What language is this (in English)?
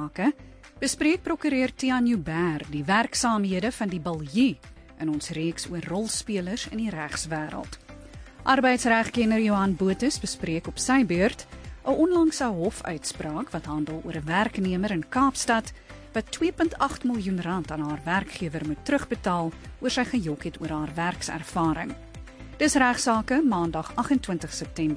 Afrikaans